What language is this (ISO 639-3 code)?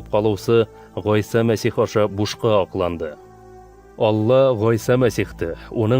bak